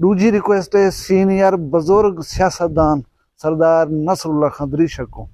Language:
Saraiki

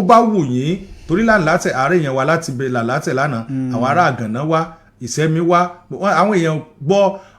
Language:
Yoruba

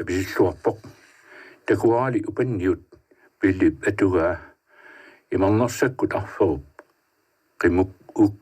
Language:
Kalaallisut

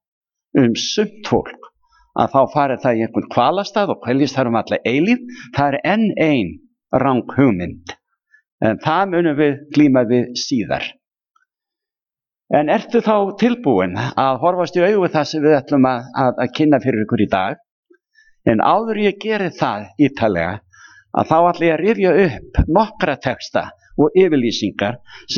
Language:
Icelandic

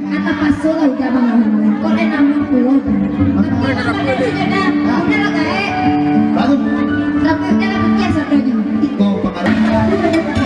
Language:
Minangkabau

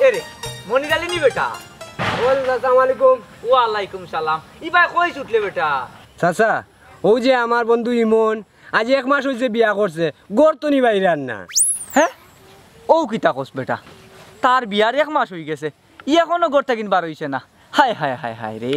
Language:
Sylheti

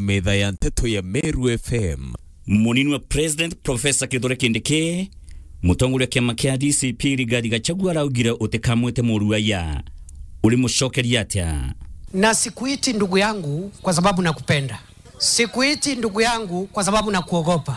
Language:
Meru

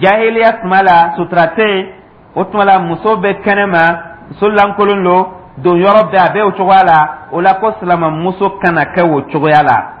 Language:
Dyula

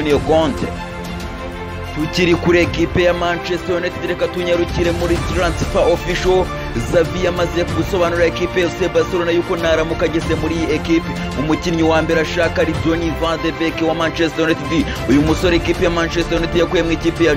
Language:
Kinyarwanda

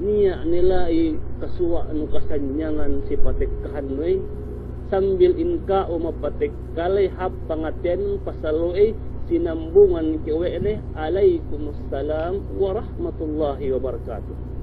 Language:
Yakan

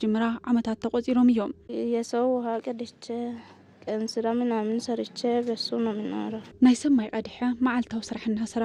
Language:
Tigrinya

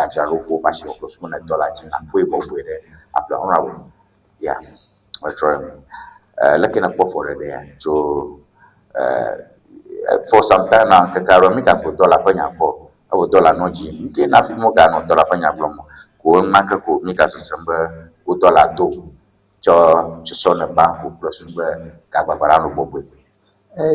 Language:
Ewe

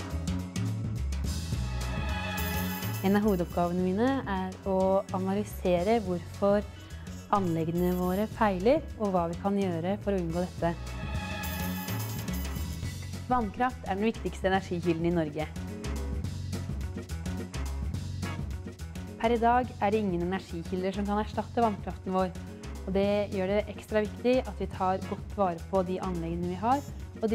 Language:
Norwegian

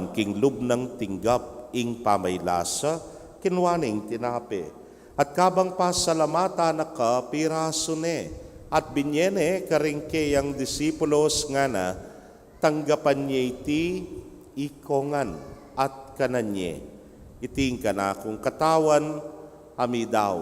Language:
Pampanga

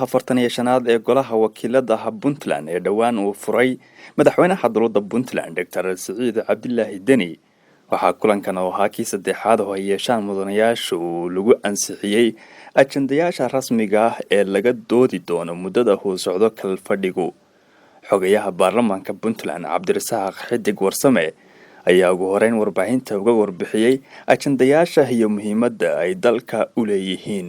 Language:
Somali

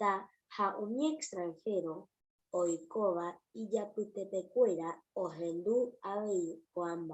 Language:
Guarani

